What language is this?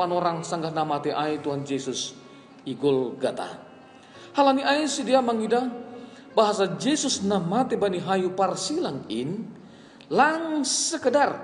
Batak Simalungun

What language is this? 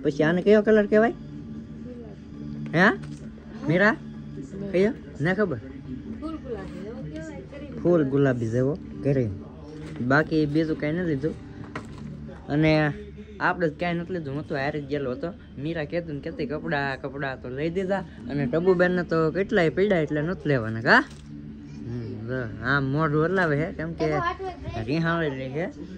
Gujarati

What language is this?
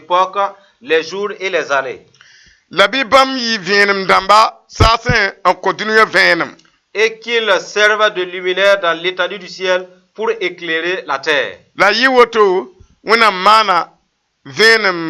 Mossi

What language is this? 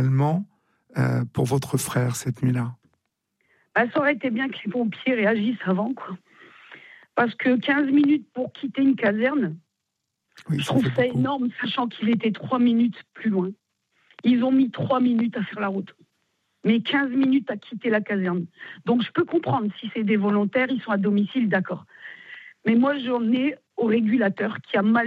French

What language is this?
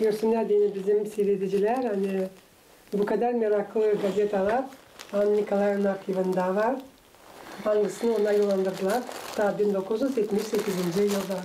Gagauz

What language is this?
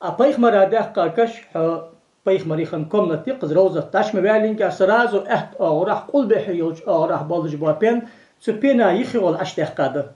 Ingush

